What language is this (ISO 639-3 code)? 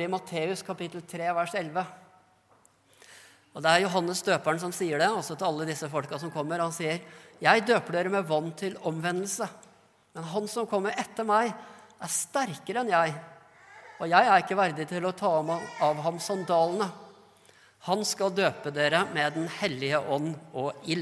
nor